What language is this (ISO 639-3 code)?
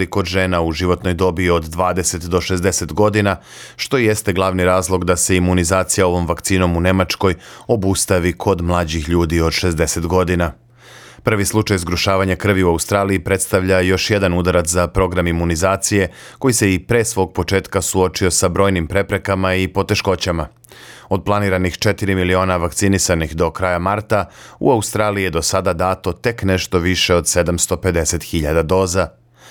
srp